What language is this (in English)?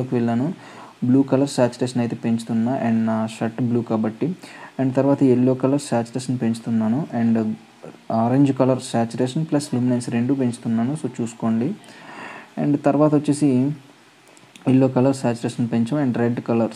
Telugu